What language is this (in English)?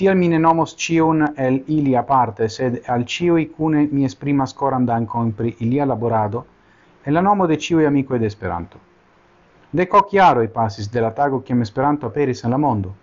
Esperanto